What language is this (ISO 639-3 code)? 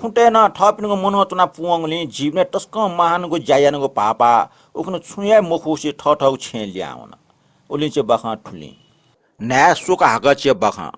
new